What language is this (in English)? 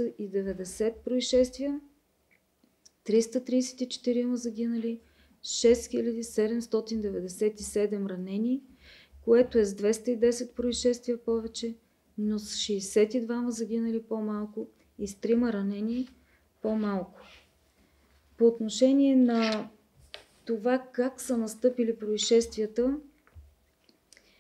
Bulgarian